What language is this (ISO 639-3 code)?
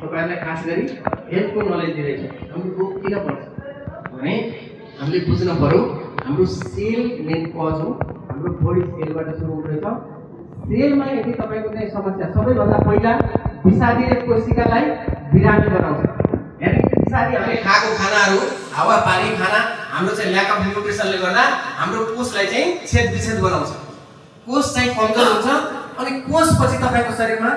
nep